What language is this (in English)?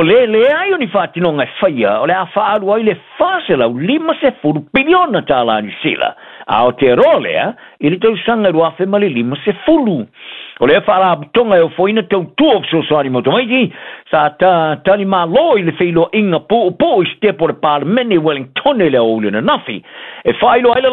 Samoan